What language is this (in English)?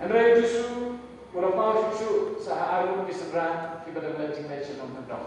Khasi